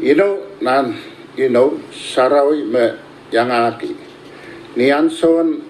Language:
Pohnpeian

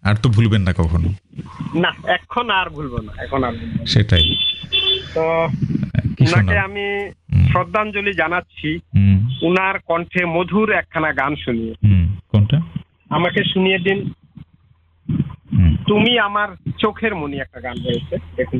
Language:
Bangla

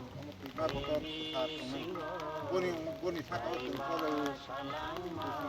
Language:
Riang (India)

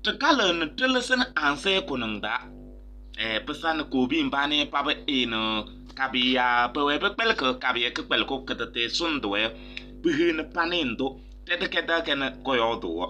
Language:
Kabiyè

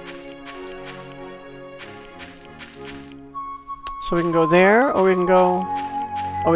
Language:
English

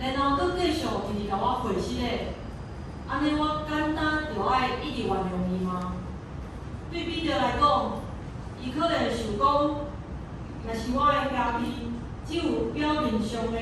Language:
Min Nan Chinese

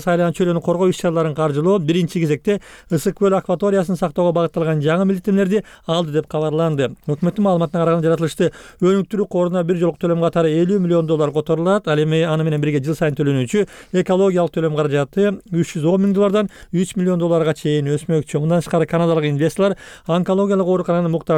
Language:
Kyrgyz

